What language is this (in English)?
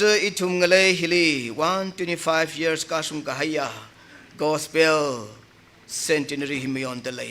Tangkhul Naga (India)